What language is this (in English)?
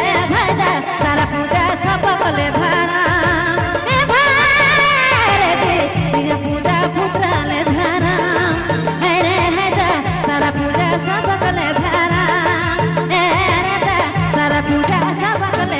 Sadri